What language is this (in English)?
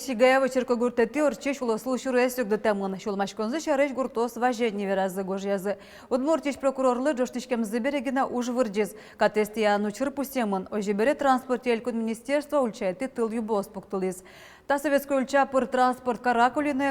Udmurt